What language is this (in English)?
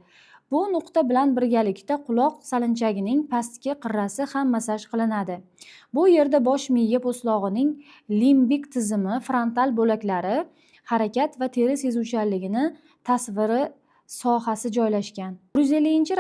Uzbek